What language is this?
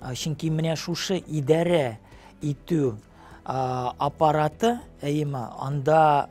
Tatar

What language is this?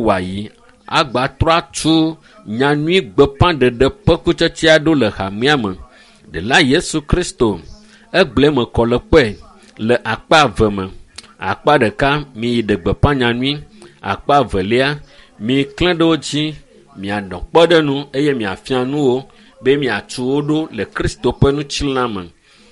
Ewe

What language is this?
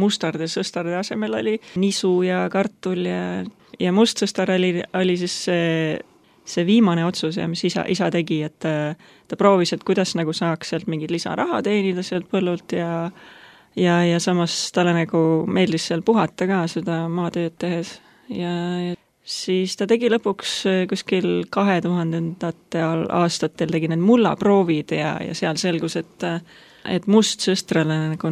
Estonian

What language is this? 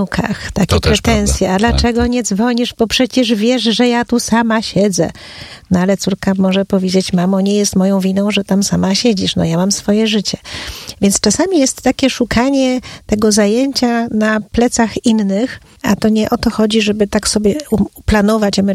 Polish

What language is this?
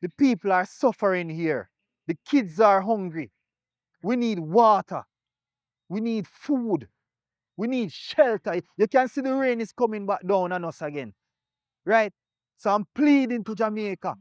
Jamaican Creole English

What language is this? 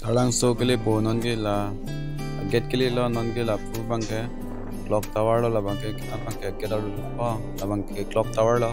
Karbi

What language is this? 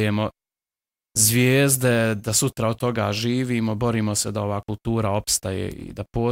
Bosnian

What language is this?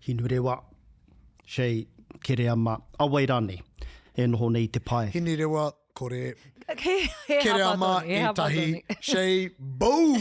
Māori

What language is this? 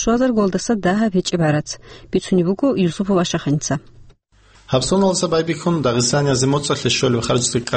Avaric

